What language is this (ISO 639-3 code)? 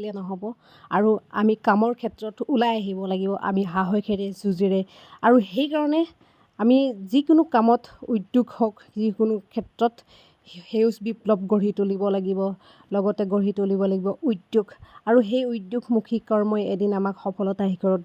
asm